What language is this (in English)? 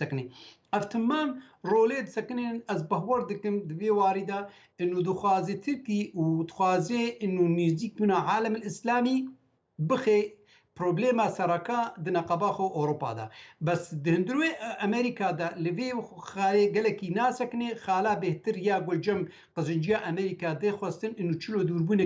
Kurdish